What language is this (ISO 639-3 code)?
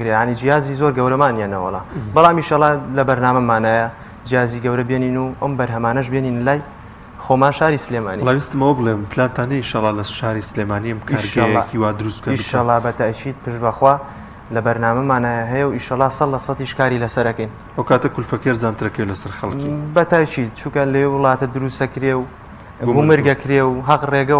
ckb